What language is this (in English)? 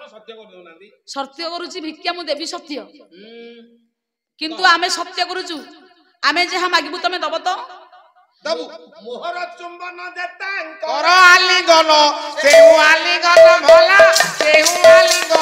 Odia